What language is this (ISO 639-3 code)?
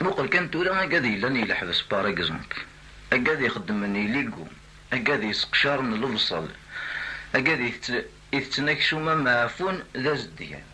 kab